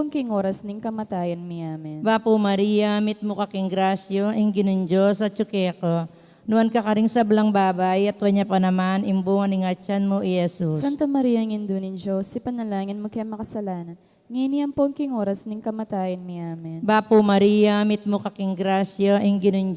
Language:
Pampanga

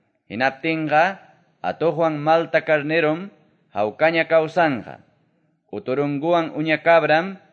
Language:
Quechua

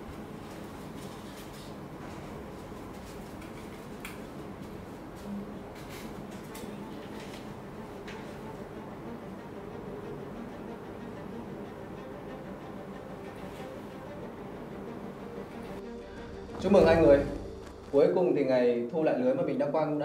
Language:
Vietnamese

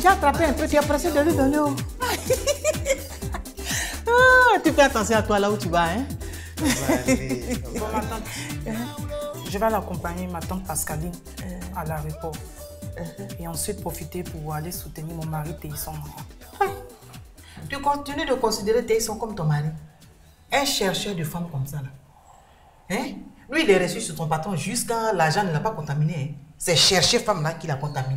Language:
French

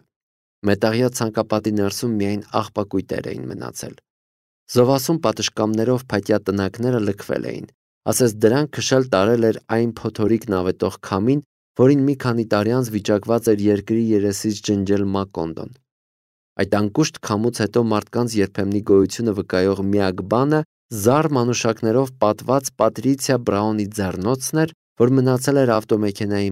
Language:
Armenian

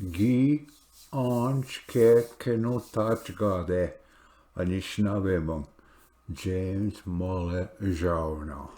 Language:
Ojibwa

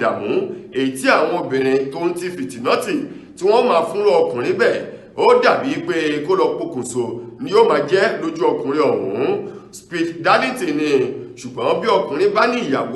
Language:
Yoruba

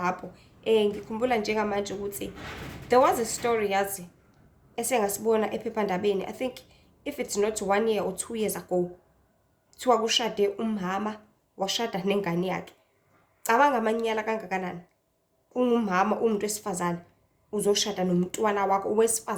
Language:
Zulu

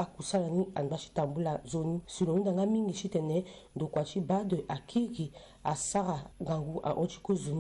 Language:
Sango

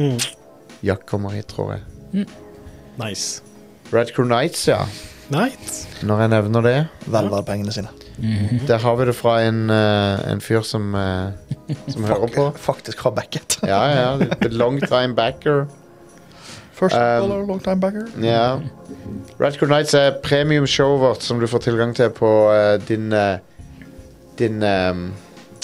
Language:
Norwegian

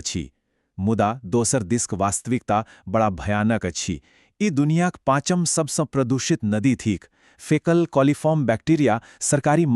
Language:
Maithili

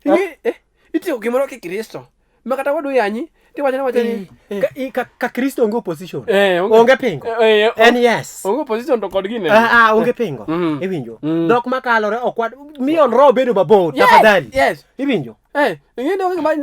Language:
Luo (Kenya and Tanzania)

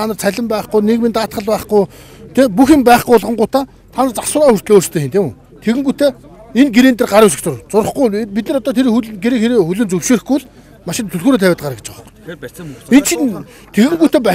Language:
Mongolian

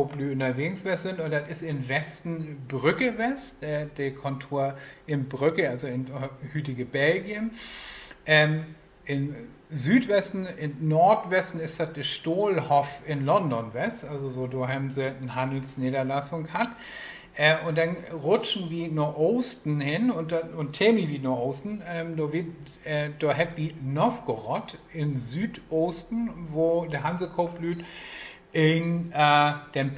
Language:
Low German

